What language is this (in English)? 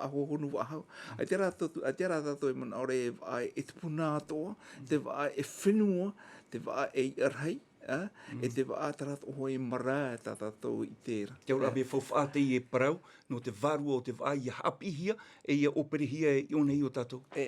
Tahitian